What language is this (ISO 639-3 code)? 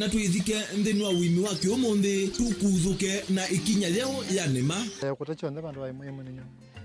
kam